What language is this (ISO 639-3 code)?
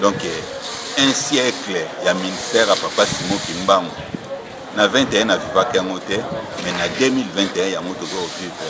lin